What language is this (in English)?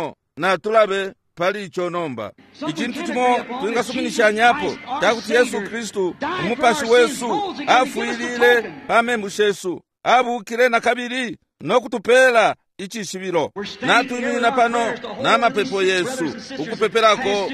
Bemba